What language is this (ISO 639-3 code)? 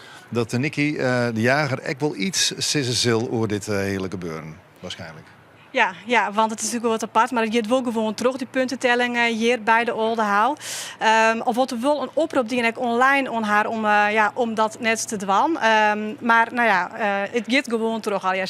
fry